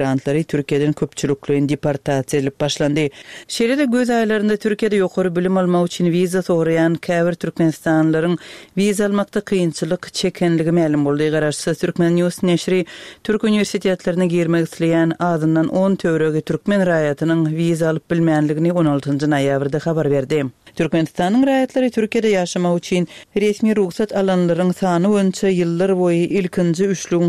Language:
Turkmen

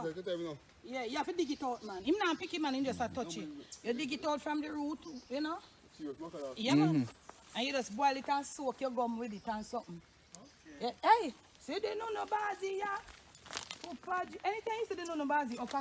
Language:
Jamaican Creole English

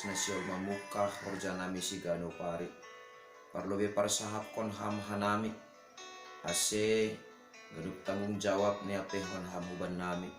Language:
Batak Simalungun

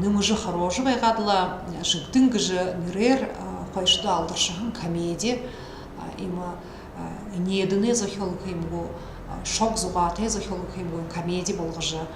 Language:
Buriat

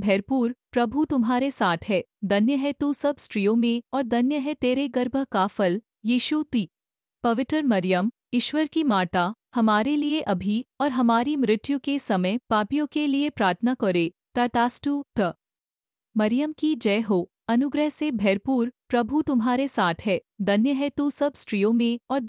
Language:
Hindi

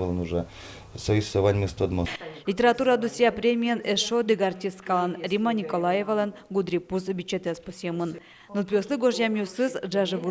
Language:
Udmurt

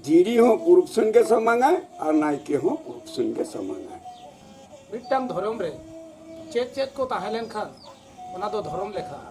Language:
Santali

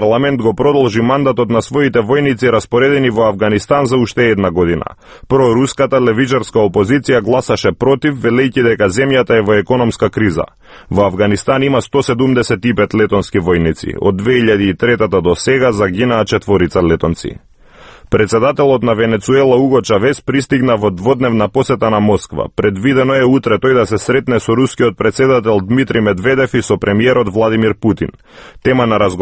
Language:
Macedonian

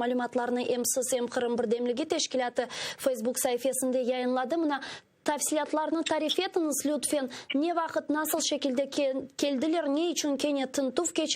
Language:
Crimean Tatar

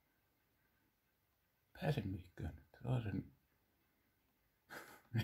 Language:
Finnish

